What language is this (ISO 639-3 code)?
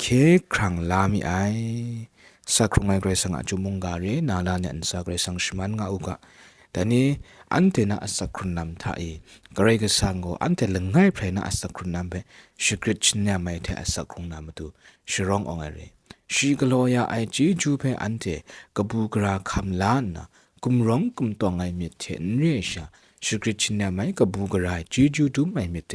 kac